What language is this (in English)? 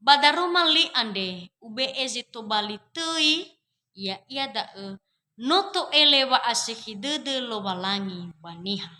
Nias